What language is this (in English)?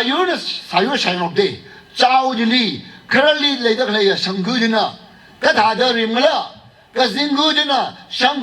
Tangkhul Naga (India)